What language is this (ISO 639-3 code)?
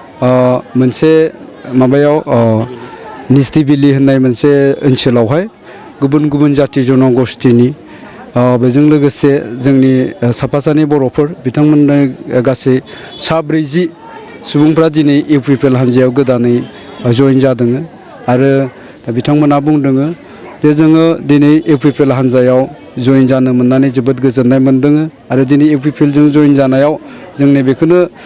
brx